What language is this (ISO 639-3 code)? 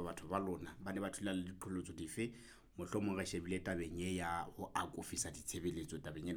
sot